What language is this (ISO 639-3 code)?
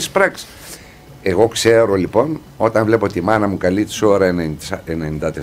ell